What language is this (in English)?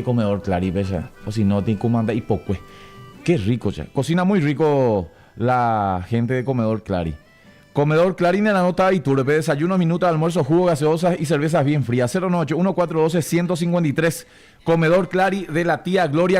Guarani